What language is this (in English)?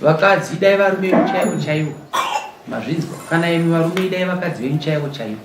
Shona